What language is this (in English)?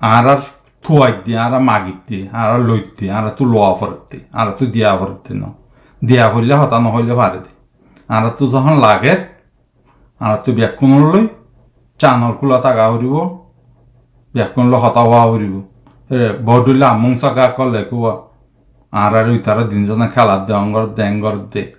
Rohingya